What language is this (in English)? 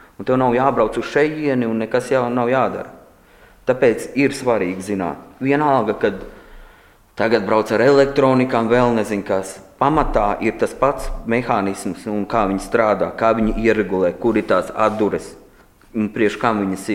Latvian